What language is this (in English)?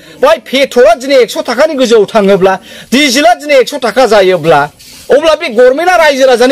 Bodo